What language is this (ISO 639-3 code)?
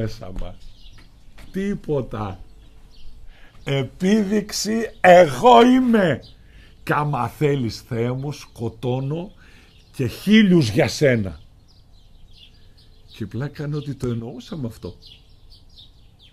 ell